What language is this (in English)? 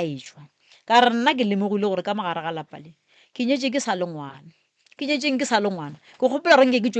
Northern Sotho